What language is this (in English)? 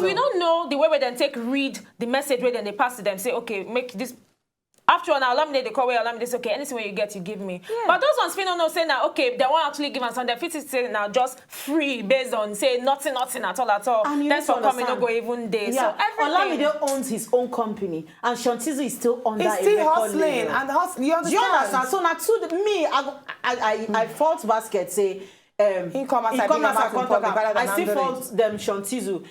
Nigerian Pidgin